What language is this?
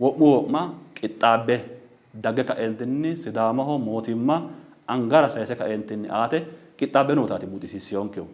Sidamo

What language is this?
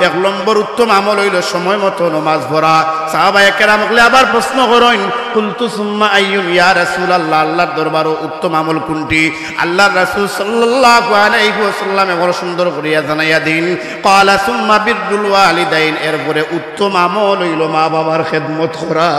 Sylheti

